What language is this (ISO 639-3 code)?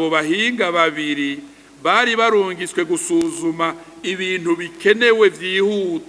run